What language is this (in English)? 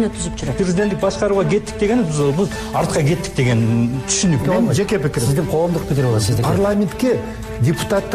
Kyrgyz